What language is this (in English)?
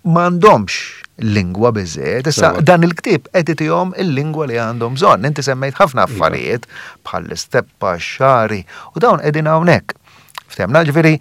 Maltese